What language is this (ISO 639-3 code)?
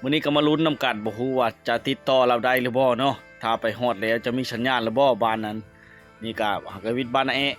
lao